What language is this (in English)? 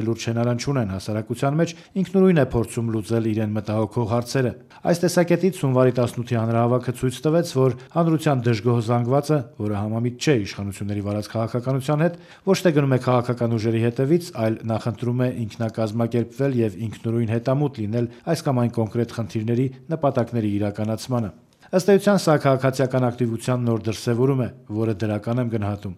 Armenian